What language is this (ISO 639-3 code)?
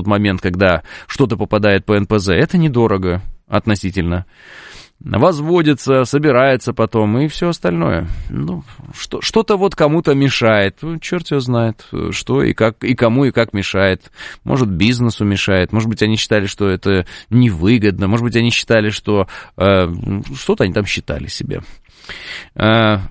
rus